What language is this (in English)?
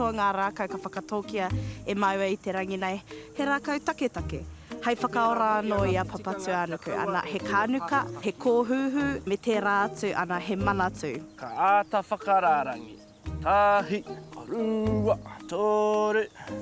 Māori